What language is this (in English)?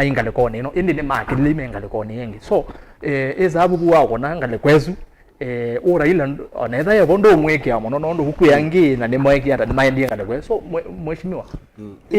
Kamba